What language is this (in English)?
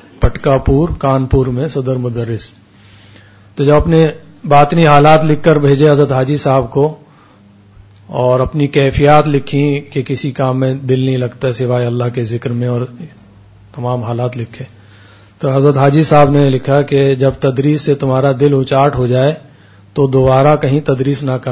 Urdu